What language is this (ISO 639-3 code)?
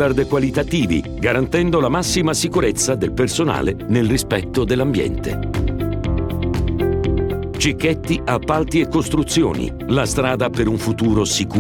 ita